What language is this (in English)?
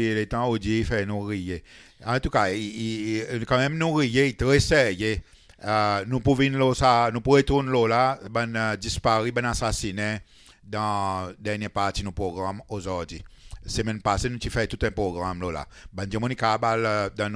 Seselwa Creole French